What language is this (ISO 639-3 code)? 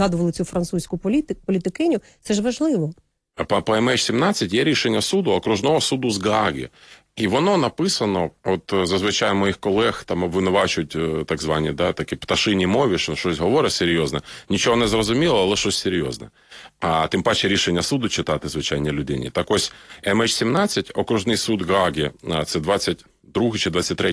ukr